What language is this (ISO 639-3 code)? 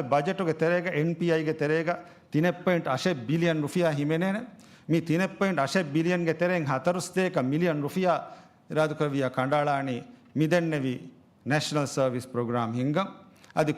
div